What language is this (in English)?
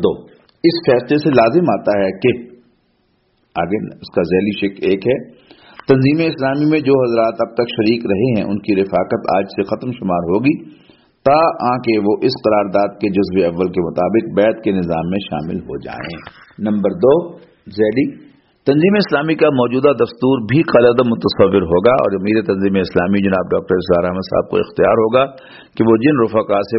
Urdu